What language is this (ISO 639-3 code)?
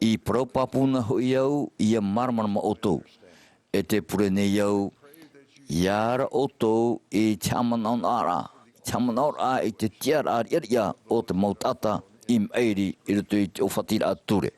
tah